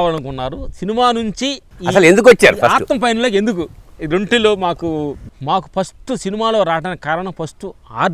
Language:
Telugu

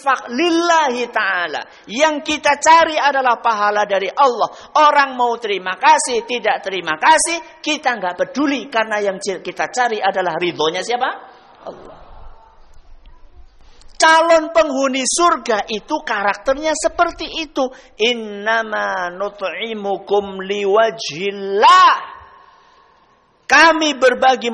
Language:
Indonesian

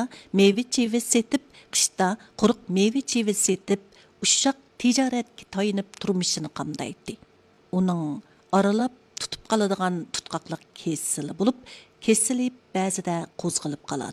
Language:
Uyghur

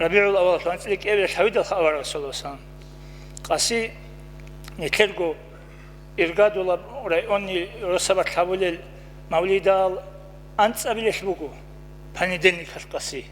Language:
Avaric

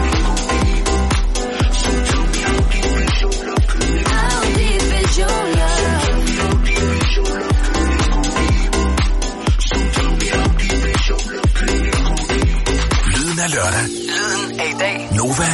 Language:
Danish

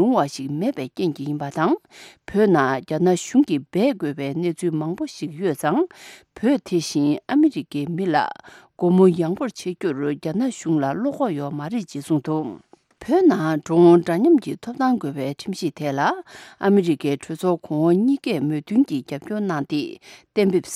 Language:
Tibetan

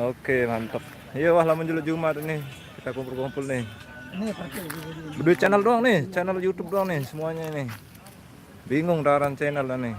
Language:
Sasak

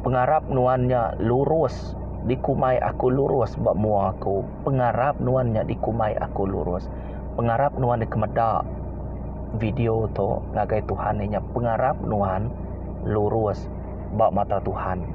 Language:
Iban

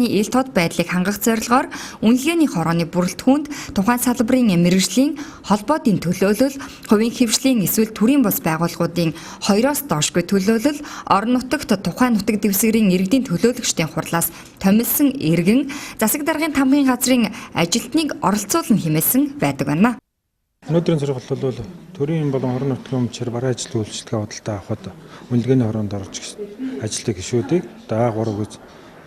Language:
Mongolian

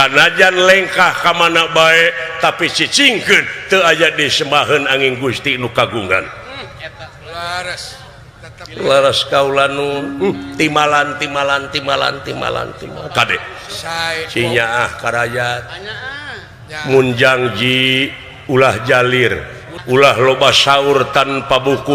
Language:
Sundanese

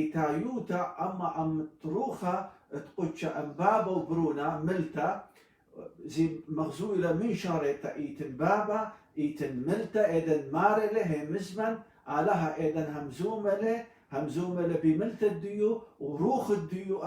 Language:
Assyrian Neo-Aramaic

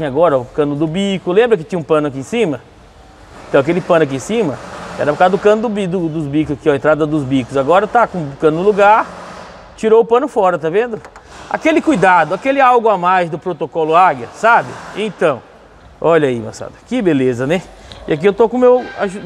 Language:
Portuguese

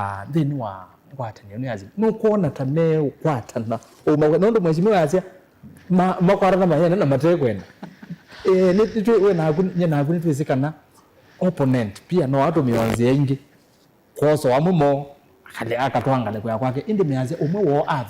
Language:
Kamba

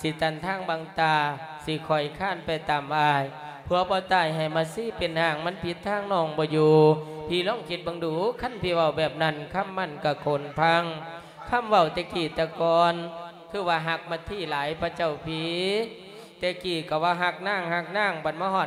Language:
Lao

